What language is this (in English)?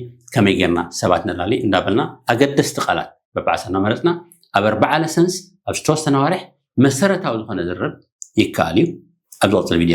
Tigrinya